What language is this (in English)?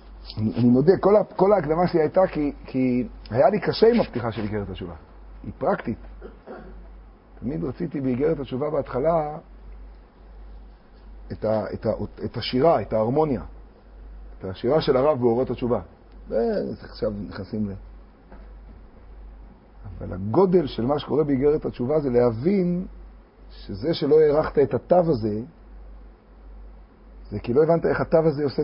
Hebrew